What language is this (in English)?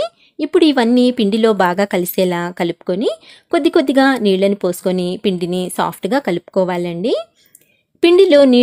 Telugu